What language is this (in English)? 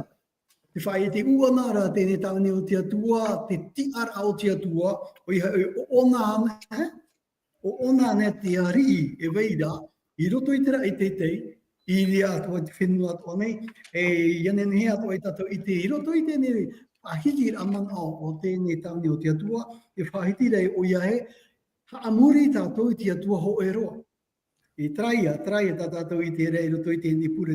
Tahitian